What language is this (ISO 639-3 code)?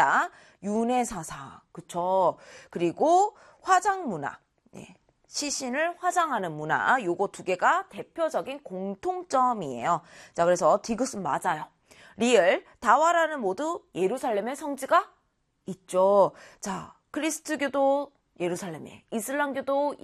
kor